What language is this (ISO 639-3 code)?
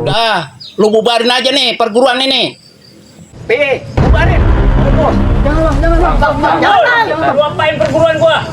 bew